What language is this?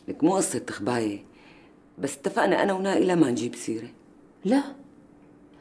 North Levantine Arabic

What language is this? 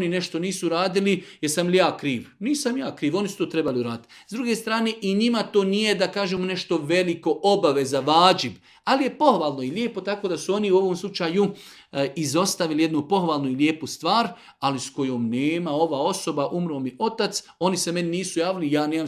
Serbian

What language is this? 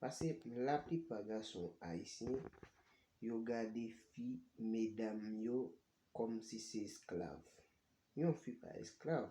Haitian Creole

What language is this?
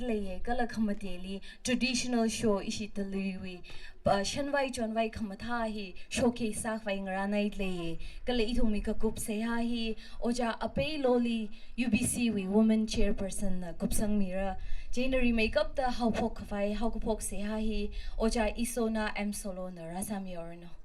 Tangkhul Naga (India)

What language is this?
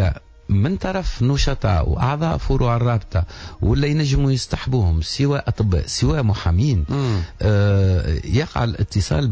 Tunisian Arabic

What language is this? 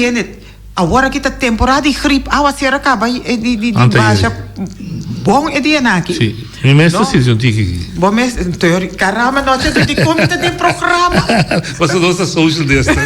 Papiamento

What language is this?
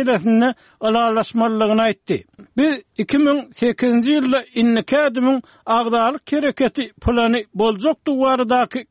Turkmen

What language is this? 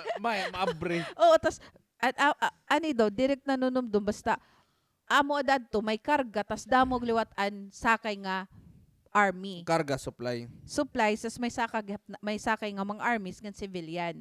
Waray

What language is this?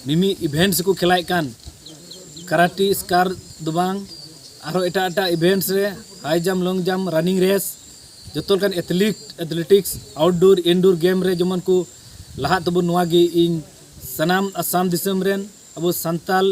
Santali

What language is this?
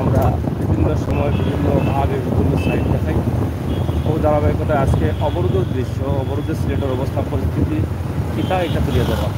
Sylheti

